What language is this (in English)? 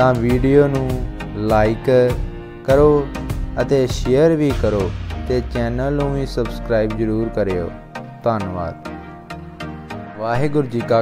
Punjabi